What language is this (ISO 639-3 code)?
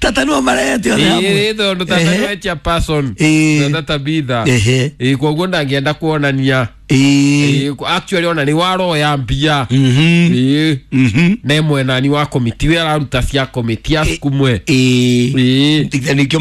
kik